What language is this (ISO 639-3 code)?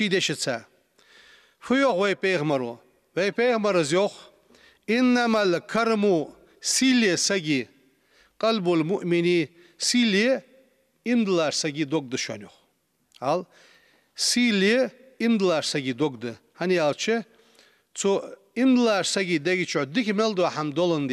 inh